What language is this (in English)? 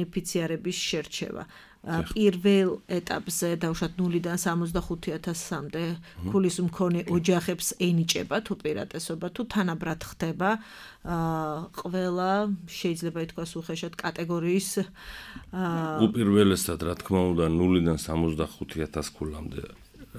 Georgian